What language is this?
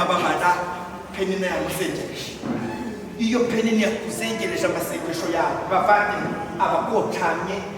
Kinyarwanda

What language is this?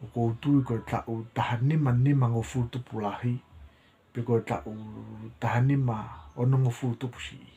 Tongan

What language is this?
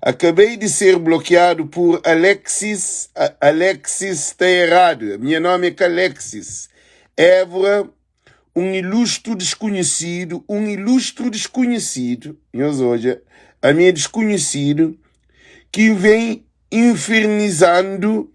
Kabuverdianu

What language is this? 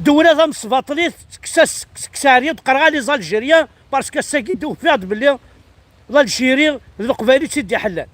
Kabyle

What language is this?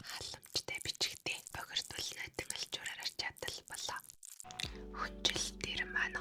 Mongolian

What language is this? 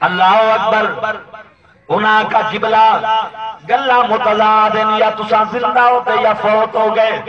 Saraiki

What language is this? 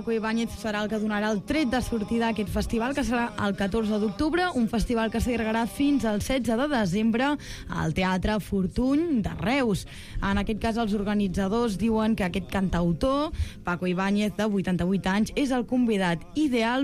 Catalan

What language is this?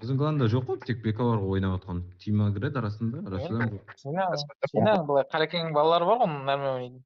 Kara-Kalpak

